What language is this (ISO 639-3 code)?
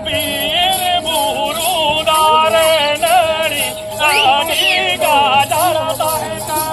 sat